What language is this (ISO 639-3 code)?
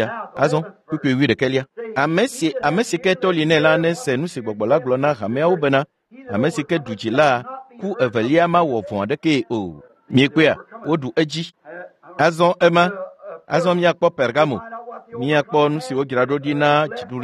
ewe